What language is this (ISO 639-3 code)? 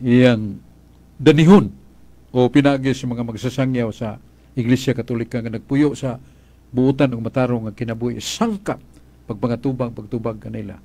ceb